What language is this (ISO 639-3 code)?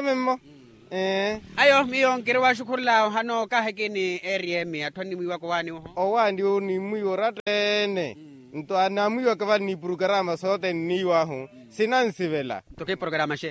vmw